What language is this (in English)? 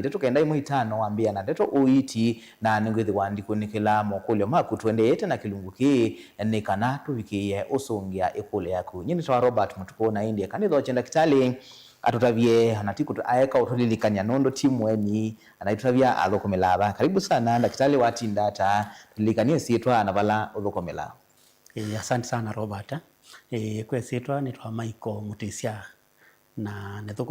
Kamba